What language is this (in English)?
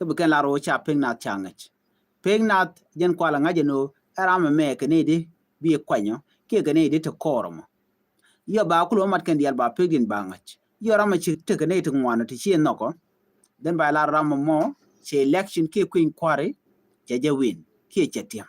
Nuer